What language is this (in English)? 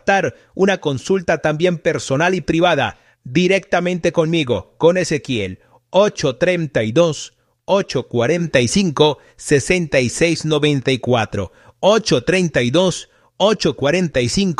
Spanish